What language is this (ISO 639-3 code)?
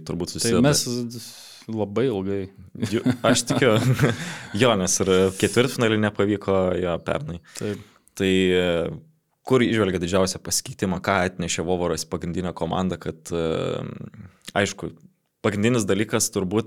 lit